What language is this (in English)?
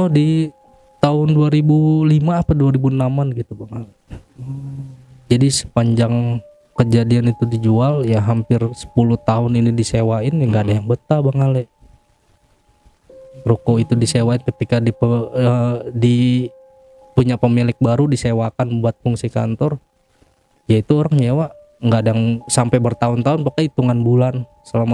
Indonesian